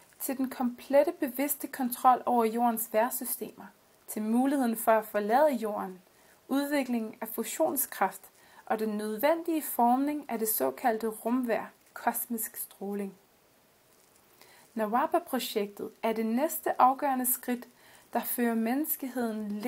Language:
Danish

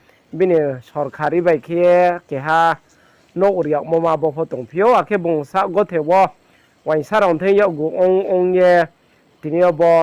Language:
Riang (India)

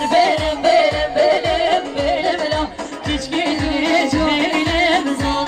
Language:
Kurdish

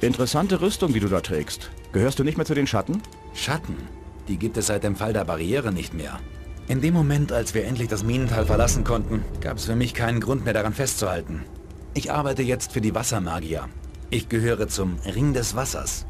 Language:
Bavarian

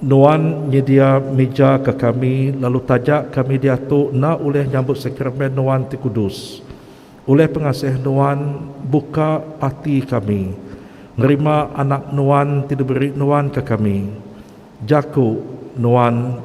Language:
Iban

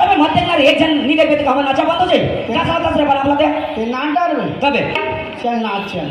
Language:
Chhattisgarhi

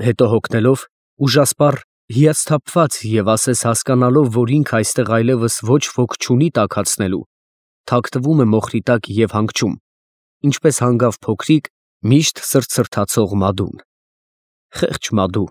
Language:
Armenian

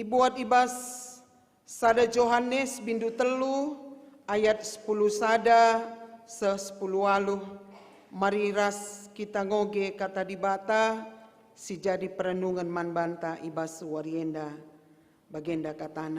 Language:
Batak Karo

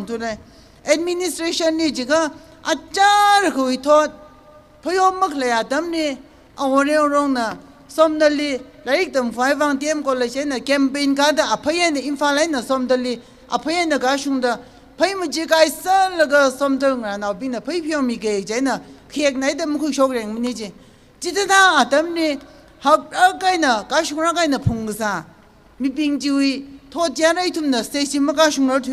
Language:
Tangkhul Naga (India)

